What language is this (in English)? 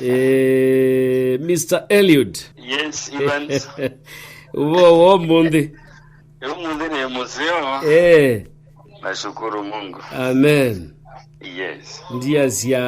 Kamba